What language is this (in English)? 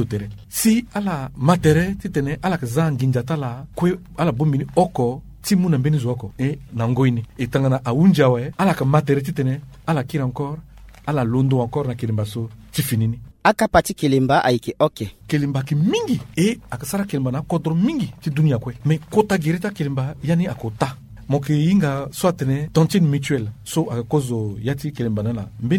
Sango